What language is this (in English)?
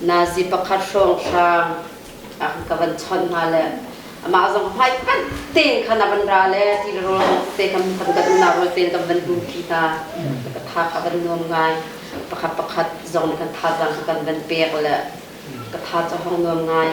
Hakha Chin